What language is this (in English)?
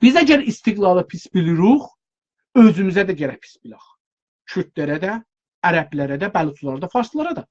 South Azerbaijani